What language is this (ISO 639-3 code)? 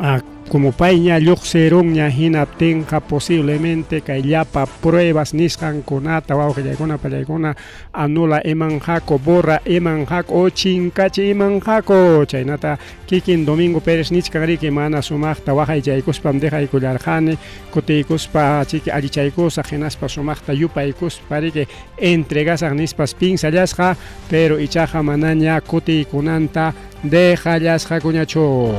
quy